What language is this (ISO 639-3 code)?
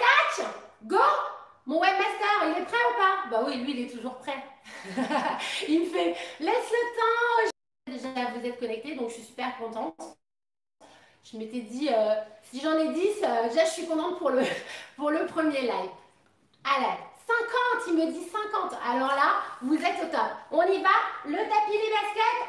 fra